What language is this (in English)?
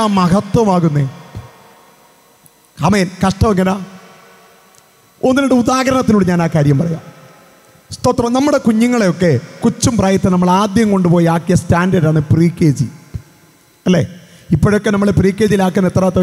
Malayalam